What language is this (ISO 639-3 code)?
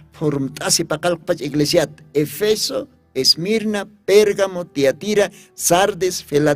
aym